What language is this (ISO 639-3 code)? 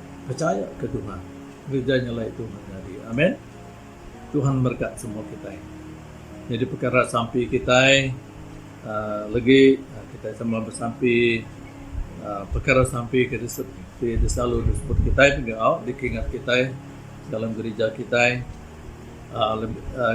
iba